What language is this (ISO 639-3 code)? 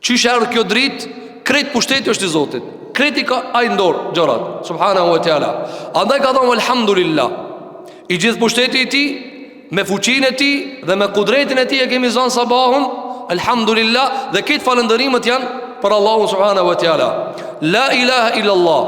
sqi